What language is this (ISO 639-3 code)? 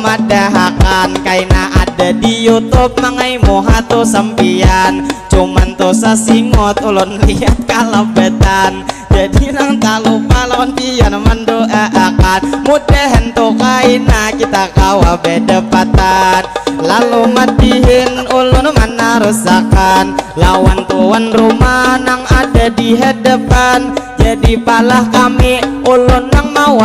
bjn